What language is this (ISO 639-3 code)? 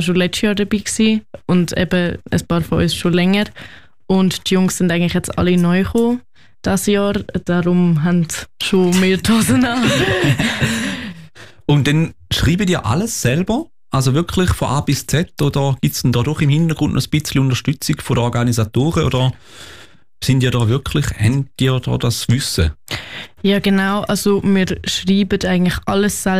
deu